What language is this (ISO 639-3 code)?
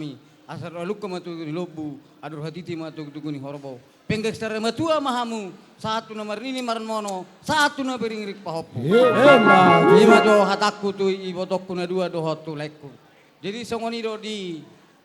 bbc